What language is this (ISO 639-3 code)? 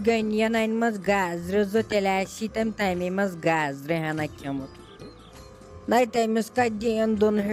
kas